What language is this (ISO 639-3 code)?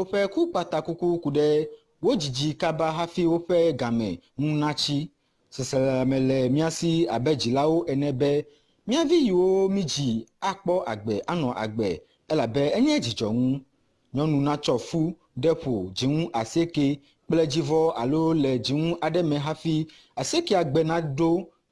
ewe